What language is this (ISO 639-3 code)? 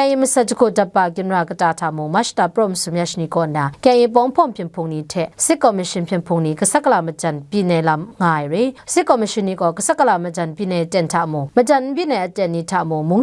kac